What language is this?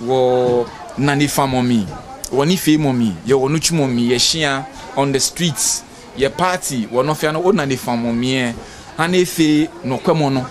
Ga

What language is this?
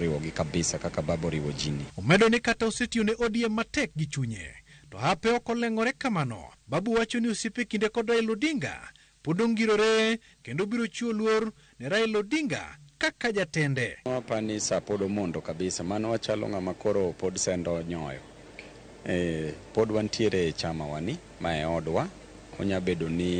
Luo (Kenya and Tanzania)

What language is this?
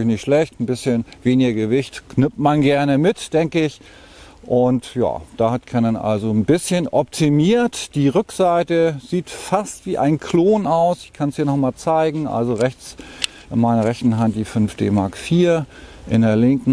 German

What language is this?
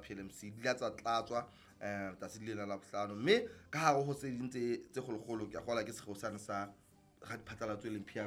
Southern Sotho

